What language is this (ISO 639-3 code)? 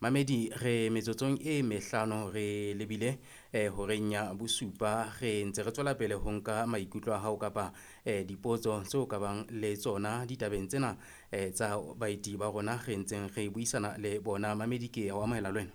sot